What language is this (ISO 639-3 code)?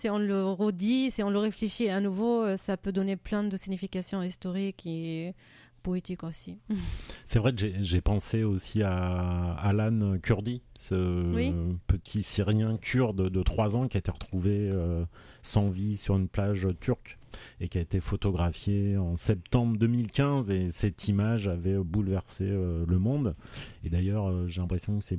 fra